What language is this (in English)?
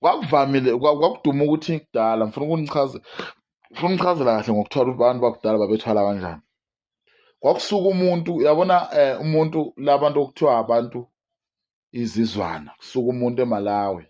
Zulu